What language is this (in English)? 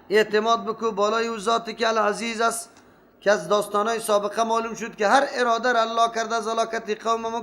Persian